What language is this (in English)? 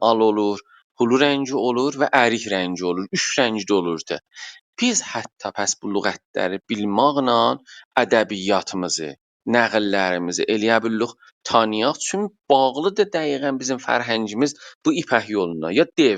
South Azerbaijani